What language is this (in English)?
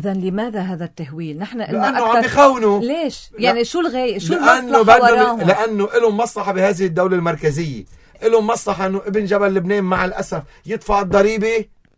North Levantine Arabic